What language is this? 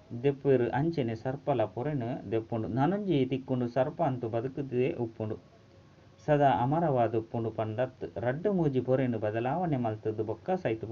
Tulu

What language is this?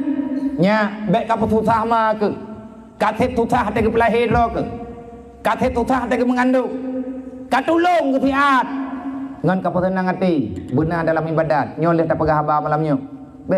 Achinese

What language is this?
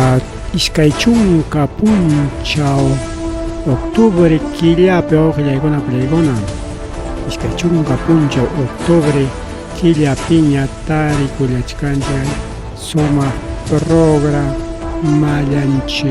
Ayacucho Quechua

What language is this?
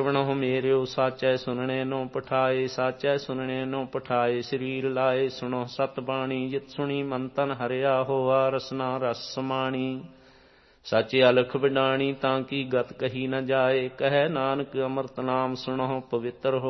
Punjabi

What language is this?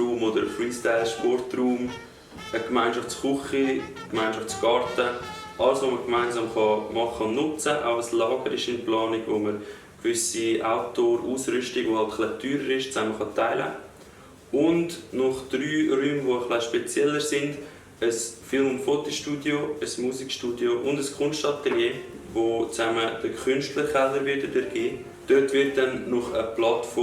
Swiss German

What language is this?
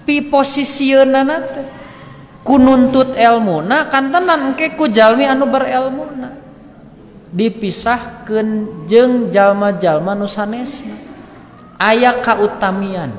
Sundanese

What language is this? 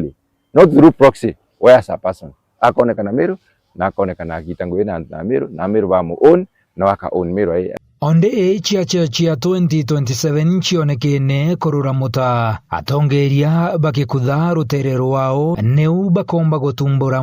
Meru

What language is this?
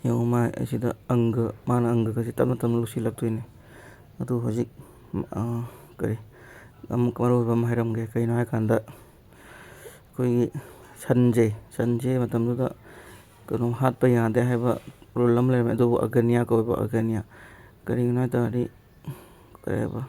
Manipuri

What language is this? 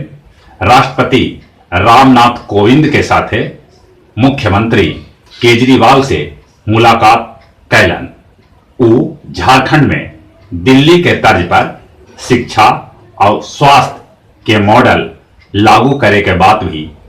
Magahi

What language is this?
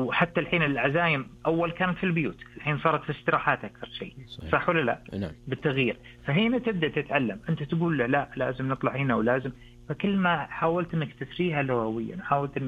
Najdi Arabic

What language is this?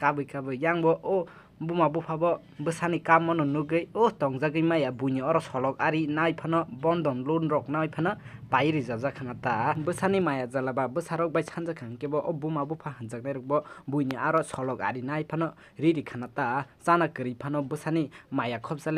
Kok Borok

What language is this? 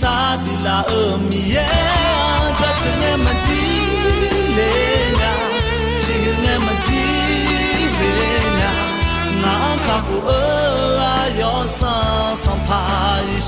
Akha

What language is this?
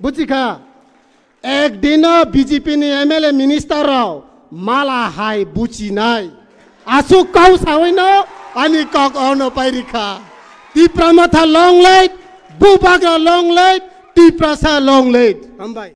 Riang (India)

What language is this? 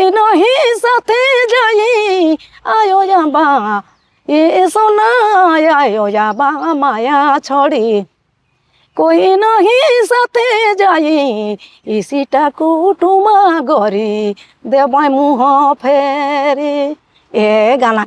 Sadri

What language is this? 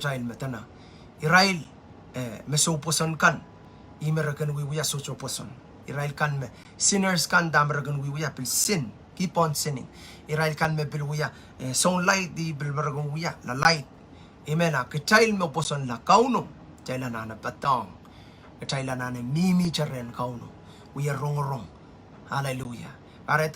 Pohnpeian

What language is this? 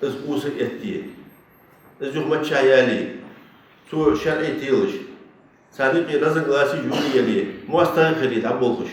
Ingush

